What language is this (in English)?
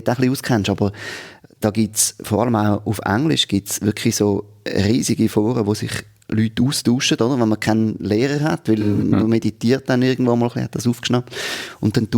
Swiss German